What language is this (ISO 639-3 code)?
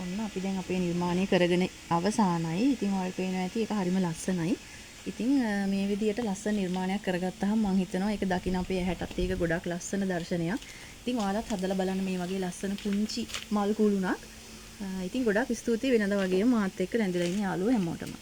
sin